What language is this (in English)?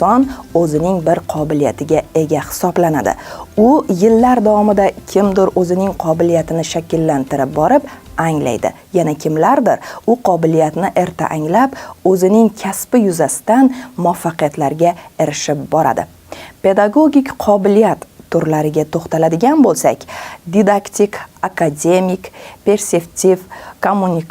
Uzbek